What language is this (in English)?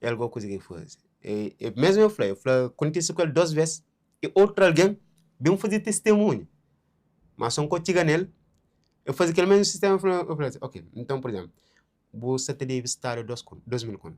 Kabuverdianu